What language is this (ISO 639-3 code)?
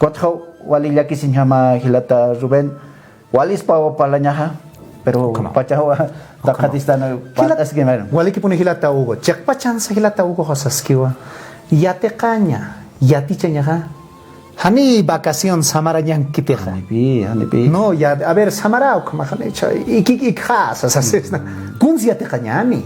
aym